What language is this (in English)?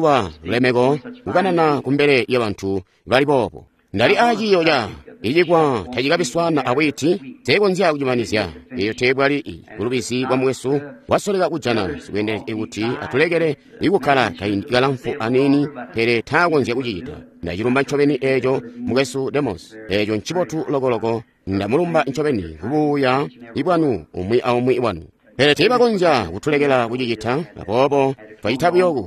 Tonga (Zambia)